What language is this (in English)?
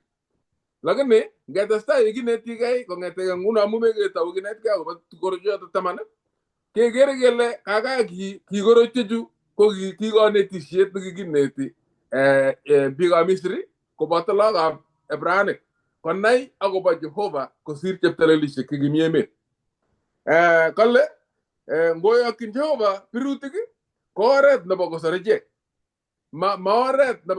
Kalenjin